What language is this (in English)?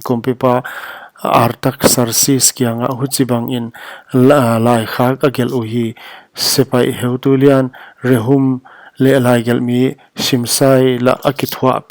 Paite Chin